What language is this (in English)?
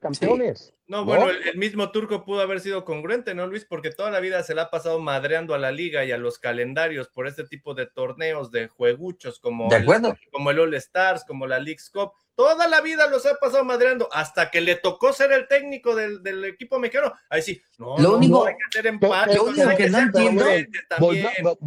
Spanish